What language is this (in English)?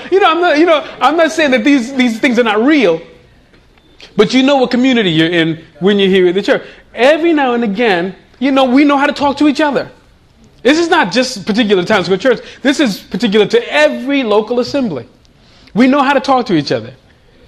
English